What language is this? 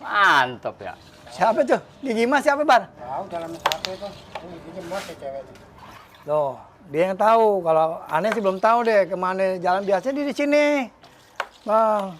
Betawi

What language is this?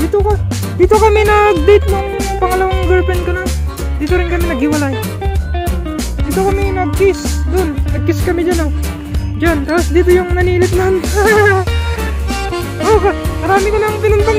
Filipino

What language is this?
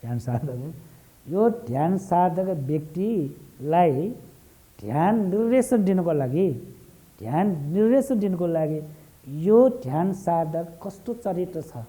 Nepali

